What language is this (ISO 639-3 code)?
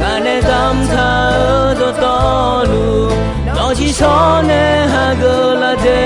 ahk